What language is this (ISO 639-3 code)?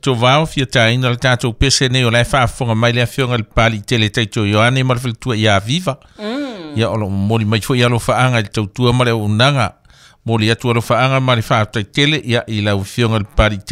smo